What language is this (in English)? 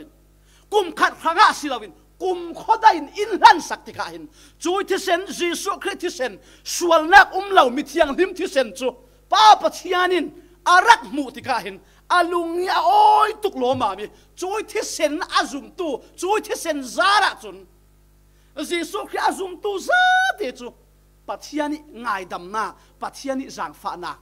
Falam Chin